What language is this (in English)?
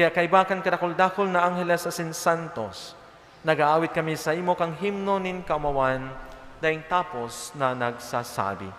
Bikol